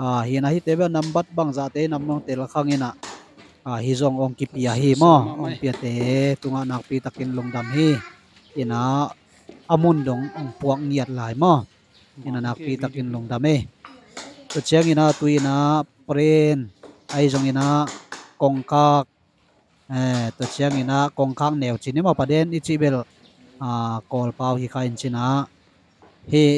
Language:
Tedim Chin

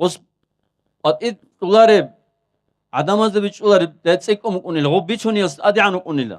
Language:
Avaric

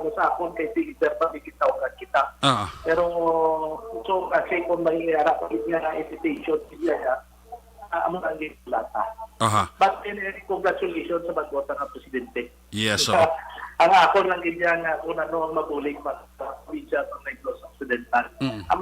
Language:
Hiligaynon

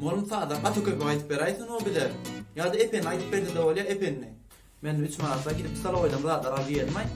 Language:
Turkmen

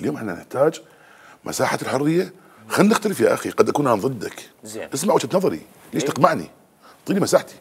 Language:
Mesopotamian Arabic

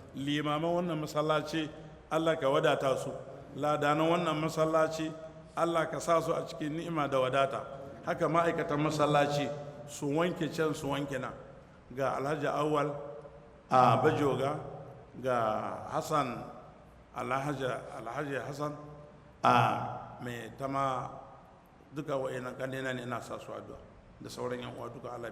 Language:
Hausa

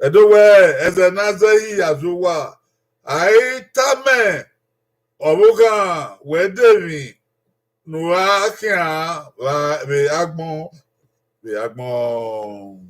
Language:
Bini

